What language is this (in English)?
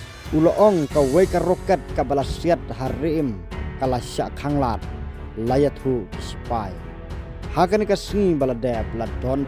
Khasi